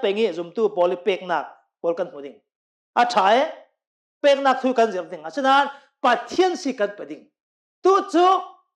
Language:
Hakha Chin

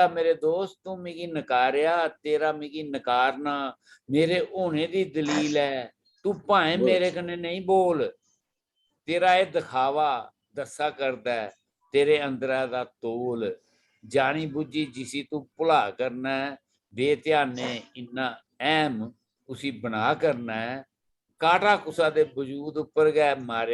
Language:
Dogri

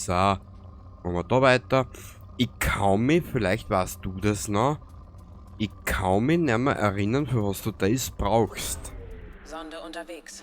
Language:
Bavarian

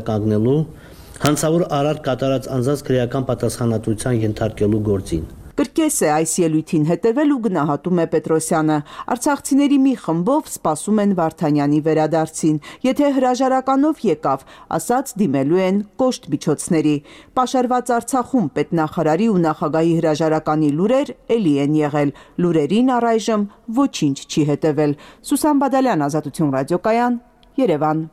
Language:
Armenian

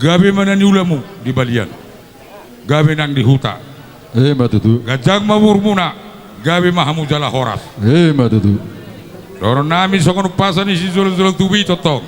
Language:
Batak Toba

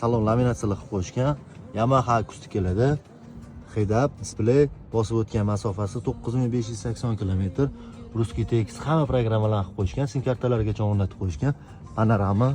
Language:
Uzbek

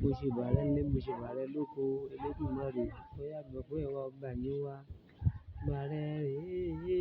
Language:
Yoruba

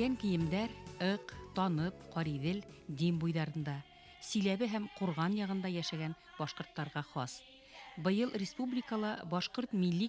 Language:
Bashkir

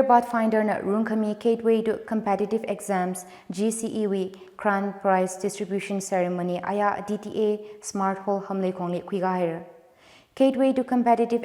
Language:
Tangkhul Naga (India)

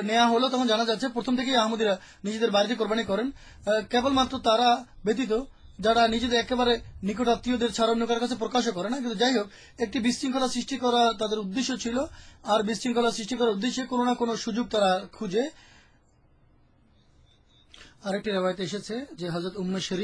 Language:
Bangla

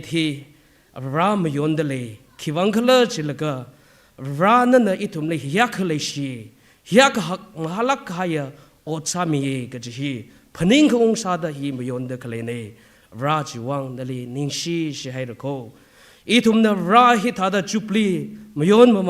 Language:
Tangkhul Naga (India)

